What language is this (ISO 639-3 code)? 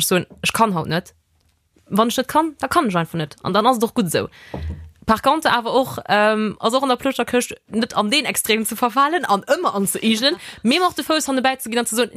ltz